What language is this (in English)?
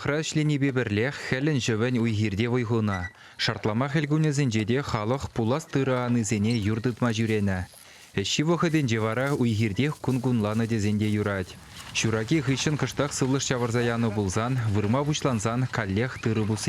Chuvash